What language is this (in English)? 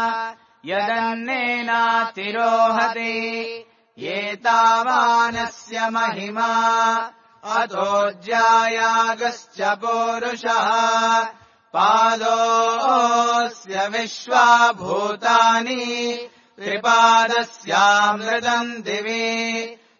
Sanskrit